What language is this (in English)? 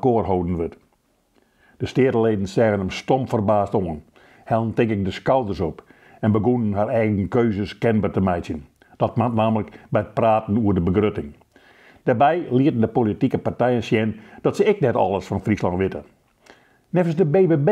Western Frisian